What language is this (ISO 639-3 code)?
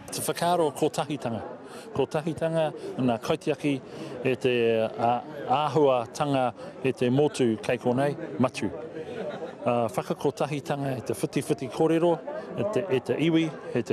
mri